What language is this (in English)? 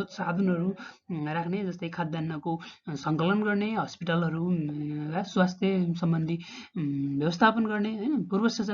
Nepali